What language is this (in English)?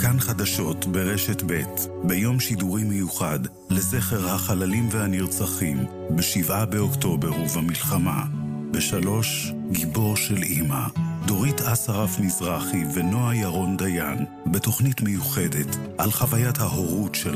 Hebrew